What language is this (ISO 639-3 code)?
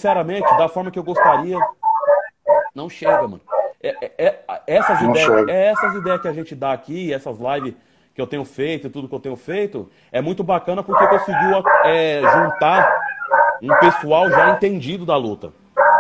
por